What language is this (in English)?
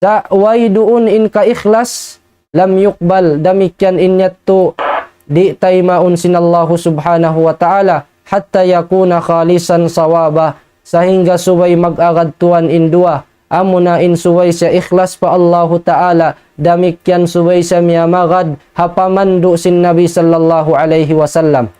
Tausug